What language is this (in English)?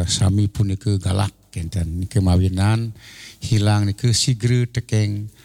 Balinese